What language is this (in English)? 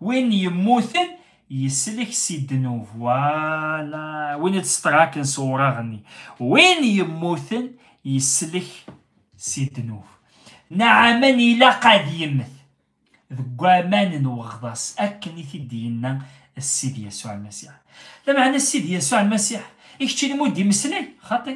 Kabyle